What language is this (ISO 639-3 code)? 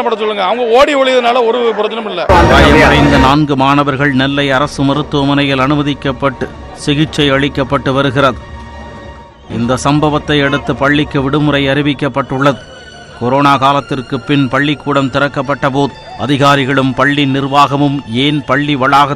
tam